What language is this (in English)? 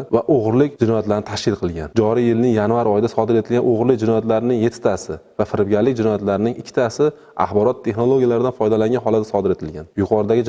Uzbek